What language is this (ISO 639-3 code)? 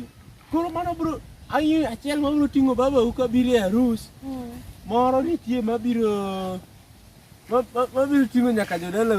luo